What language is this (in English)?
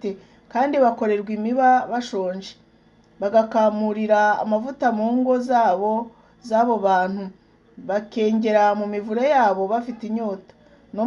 Kinyarwanda